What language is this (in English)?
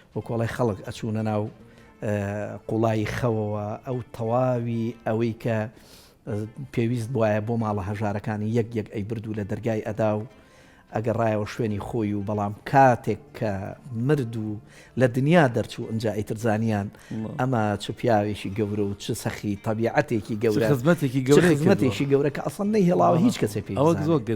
Central Kurdish